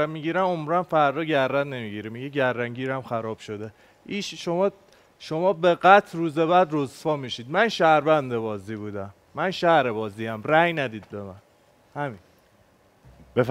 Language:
Persian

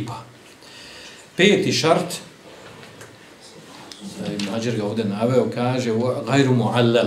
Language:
Bosnian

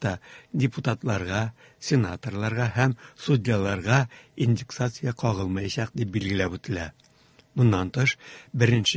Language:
Tatar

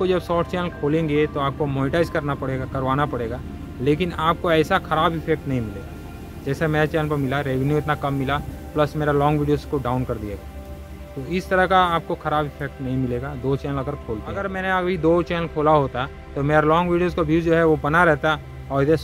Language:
Hindi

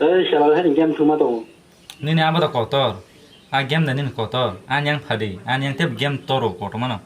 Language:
Kok Borok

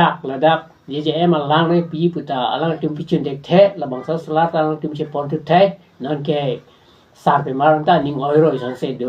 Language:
Karbi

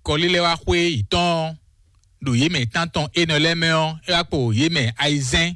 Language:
Fon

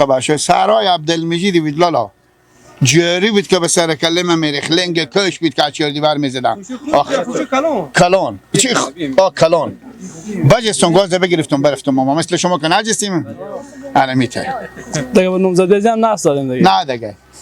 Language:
Persian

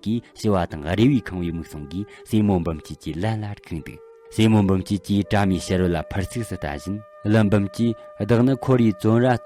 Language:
Tibetan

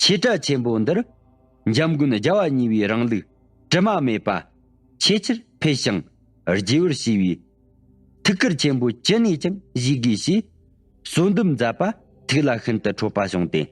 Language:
Tibetan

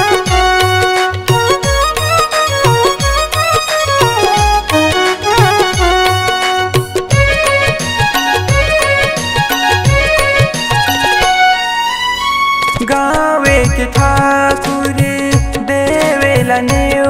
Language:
Chhattisgarhi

